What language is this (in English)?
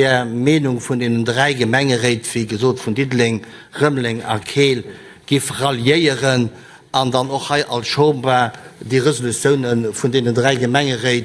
Luxembourgish